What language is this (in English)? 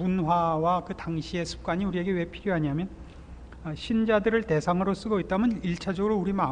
Korean